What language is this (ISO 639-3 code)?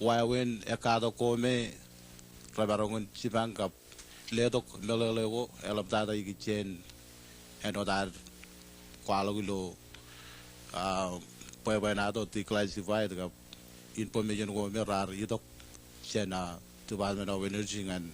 mah